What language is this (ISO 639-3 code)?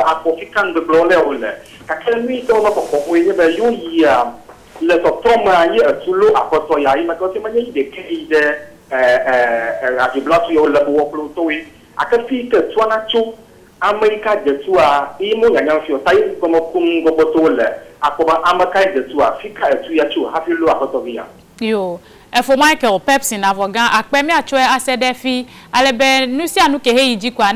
ewe